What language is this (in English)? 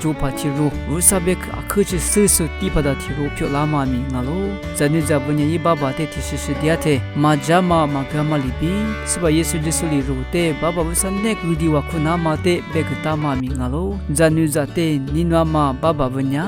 Lisu